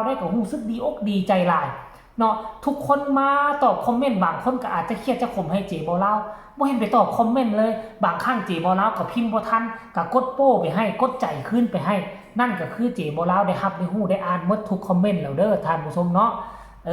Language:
Northeastern Thai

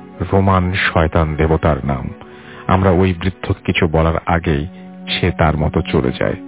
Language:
Bangla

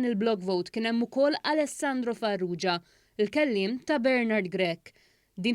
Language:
Maltese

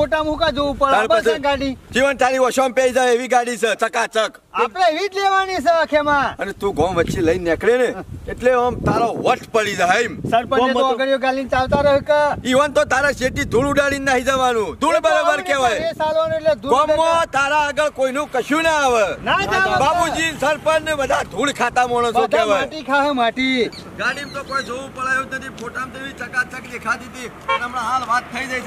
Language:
Gujarati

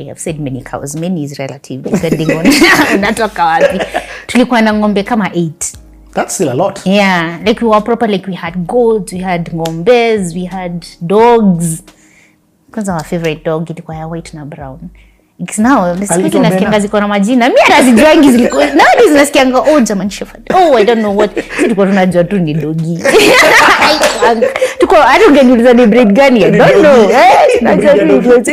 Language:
Swahili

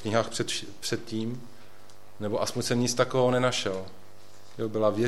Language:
Czech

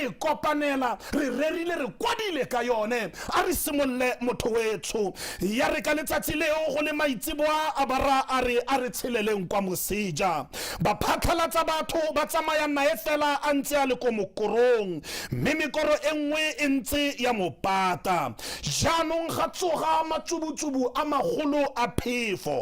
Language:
Tswana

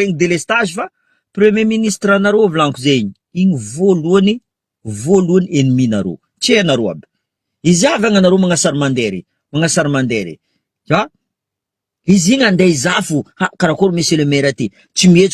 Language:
Malagasy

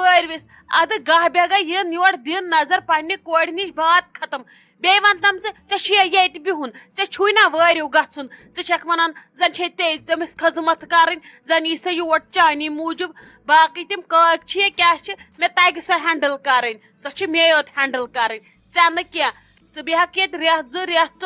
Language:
Kashmiri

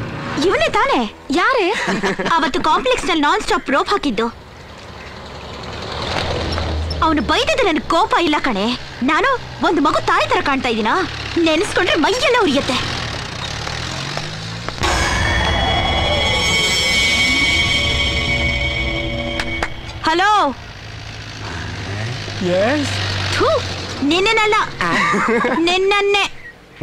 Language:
Kannada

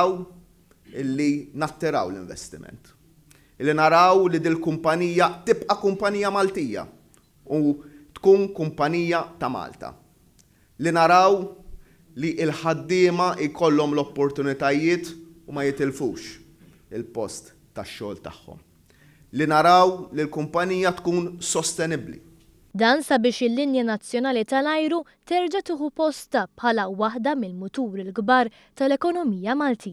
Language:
Maltese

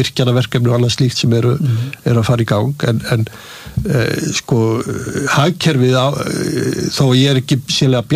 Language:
Icelandic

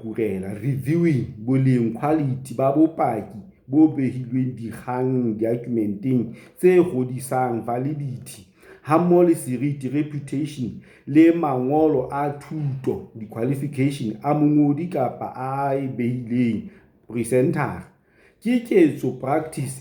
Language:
Southern Sotho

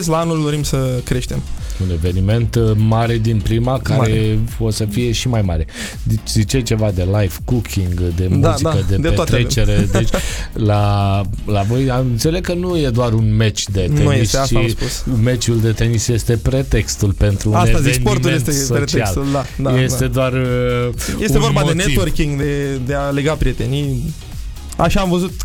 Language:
Romanian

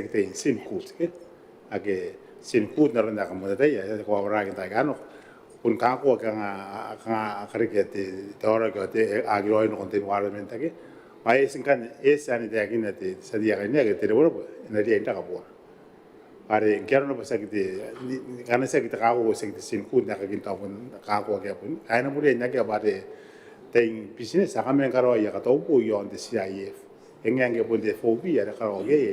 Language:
Gilbertese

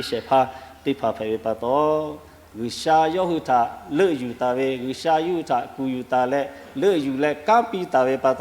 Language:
Lahu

